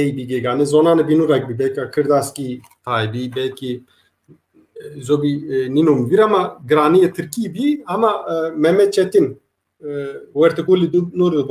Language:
Zaza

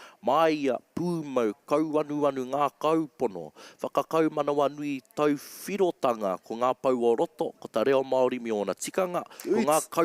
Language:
Māori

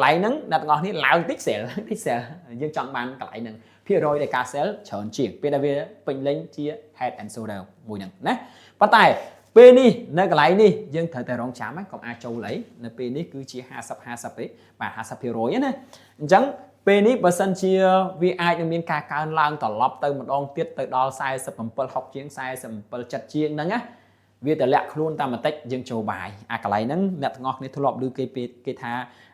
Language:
Khmer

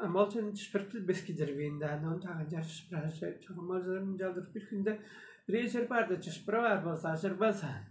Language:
Tuvinian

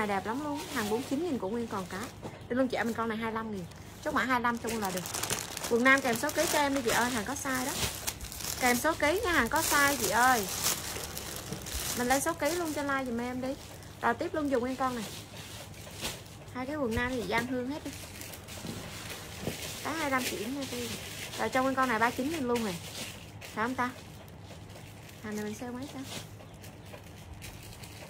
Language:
Vietnamese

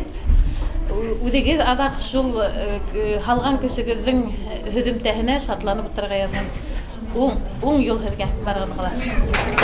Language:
Bashkir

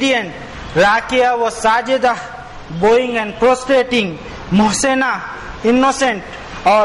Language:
Urdu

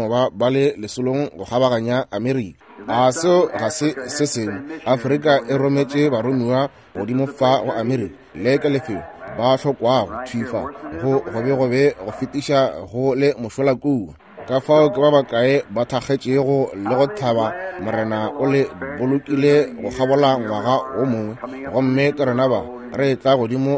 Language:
Northern Sotho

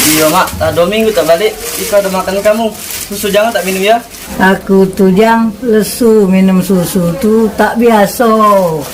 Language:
Musi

